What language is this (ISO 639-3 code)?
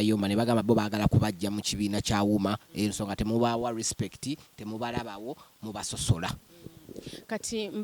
lug